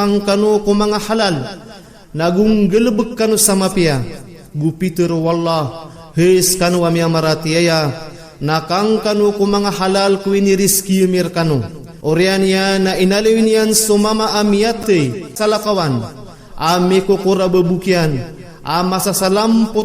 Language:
Maranao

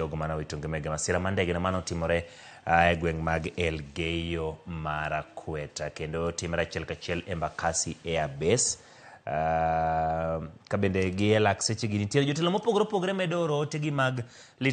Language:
Luo (Kenya and Tanzania)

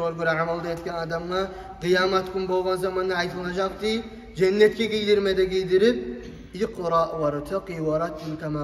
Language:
Kumyk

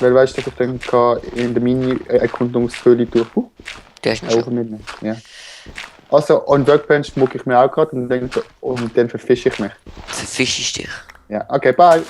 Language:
Swiss German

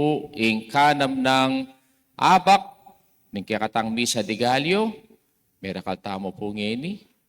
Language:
Pampanga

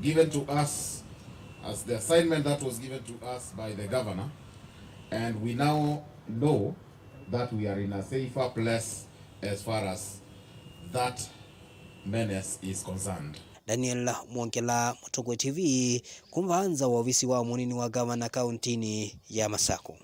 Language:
Kamba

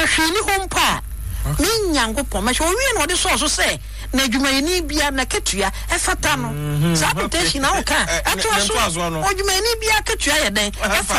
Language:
Akan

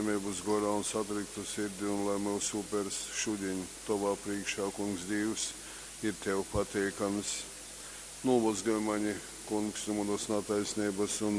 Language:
Latgalian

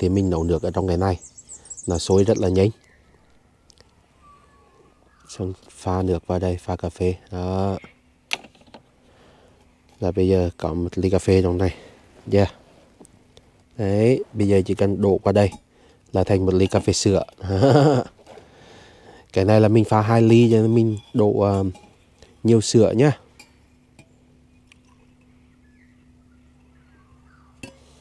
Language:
Vietnamese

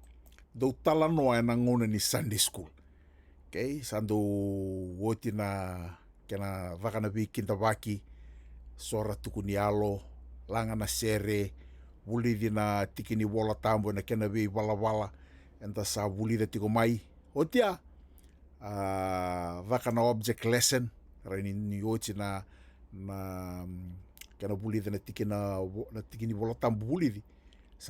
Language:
Fijian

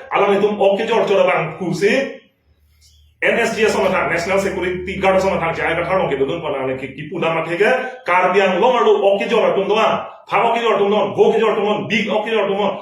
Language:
Karbi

